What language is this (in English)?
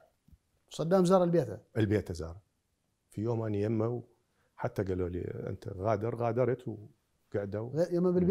Mesopotamian Arabic